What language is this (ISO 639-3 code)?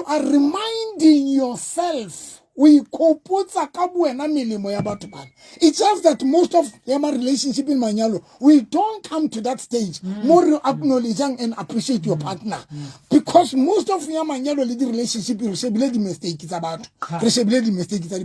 sot